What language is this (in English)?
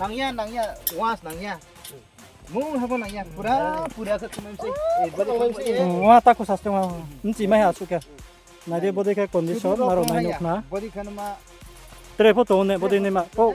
Riang (India)